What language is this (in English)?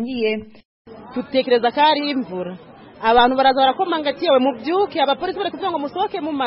Kinyarwanda